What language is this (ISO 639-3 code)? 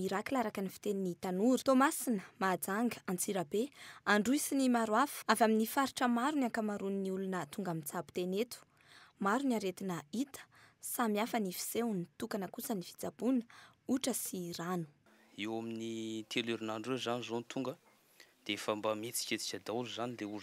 mlg